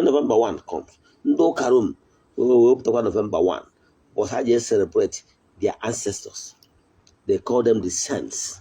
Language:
Igbo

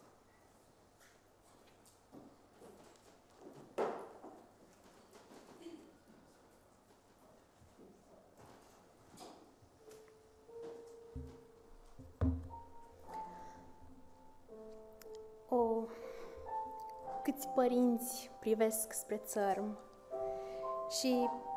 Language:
Romanian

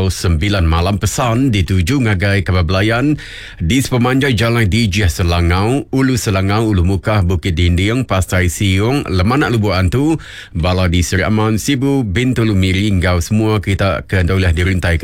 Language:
Iban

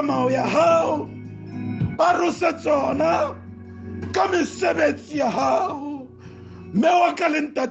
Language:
Southern Sotho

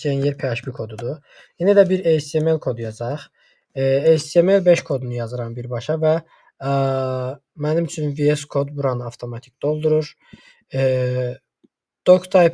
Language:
Azerbaijani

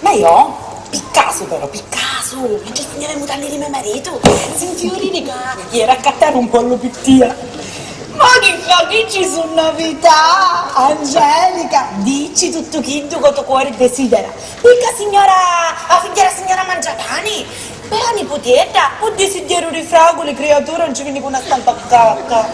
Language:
Sicilian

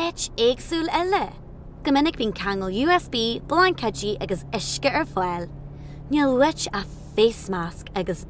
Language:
Irish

